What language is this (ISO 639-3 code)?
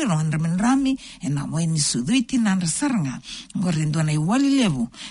fij